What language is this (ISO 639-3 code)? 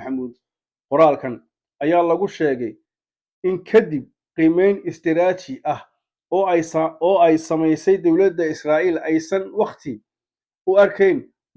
som